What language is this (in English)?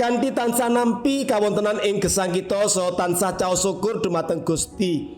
Javanese